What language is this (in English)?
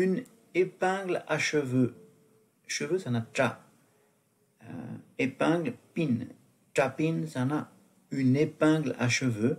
Tibetan